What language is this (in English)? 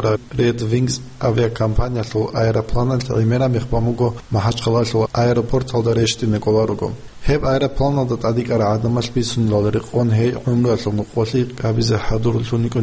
Avaric